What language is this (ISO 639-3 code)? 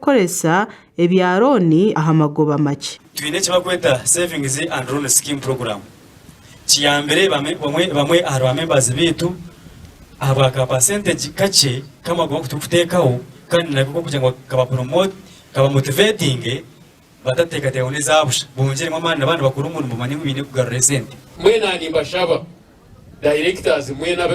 nyn